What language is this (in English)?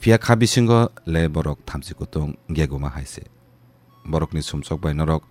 Kok Borok